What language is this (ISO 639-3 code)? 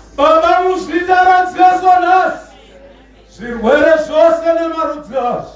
sna